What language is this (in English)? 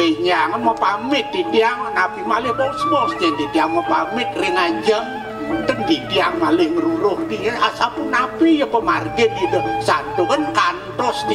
Balinese